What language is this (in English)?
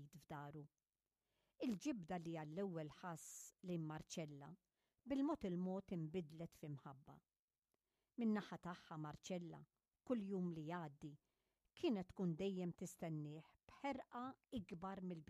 Maltese